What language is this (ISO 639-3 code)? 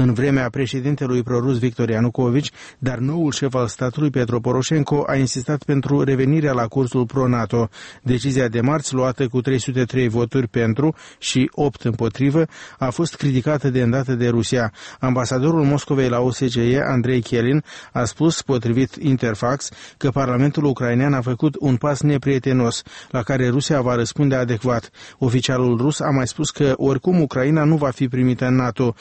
ron